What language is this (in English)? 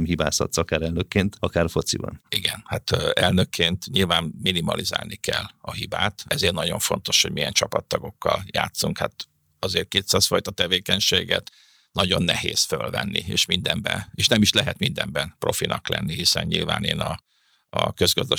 Hungarian